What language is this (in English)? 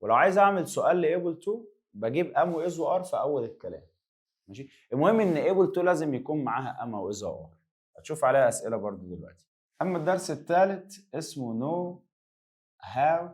Egyptian Arabic